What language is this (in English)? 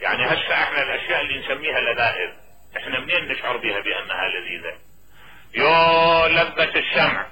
Mesopotamian Arabic